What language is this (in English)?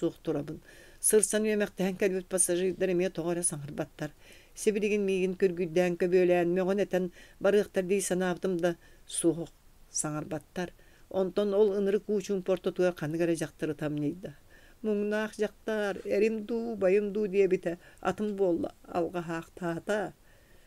Yakut